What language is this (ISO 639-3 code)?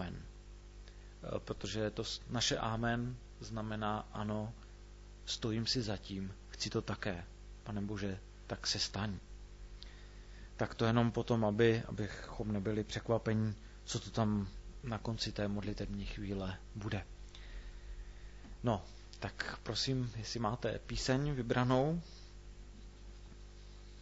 ces